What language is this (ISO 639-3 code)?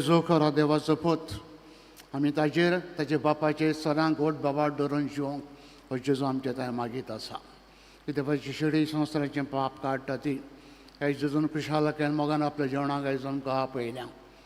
kok